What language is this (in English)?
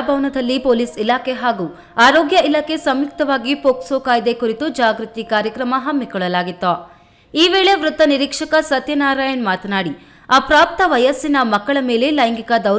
Kannada